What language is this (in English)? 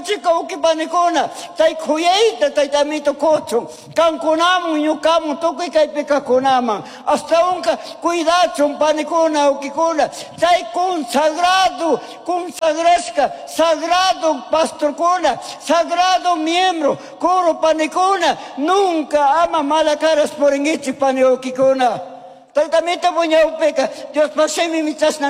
Chimborazo Highland Quichua